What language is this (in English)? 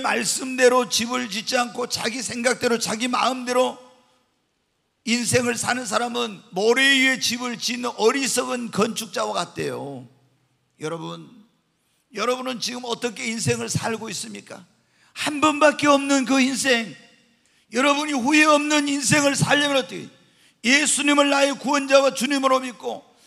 Korean